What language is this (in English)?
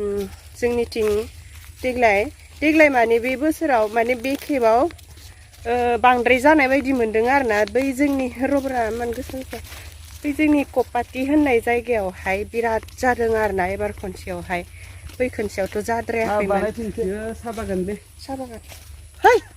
Bodo